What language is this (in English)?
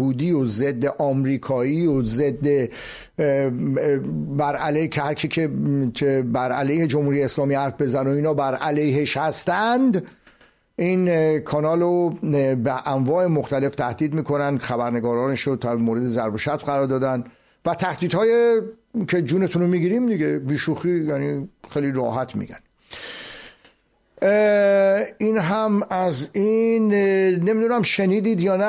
Persian